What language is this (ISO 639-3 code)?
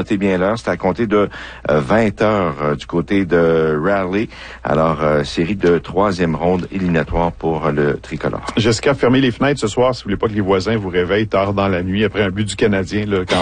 fra